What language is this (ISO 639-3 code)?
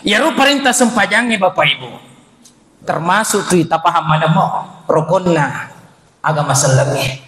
bug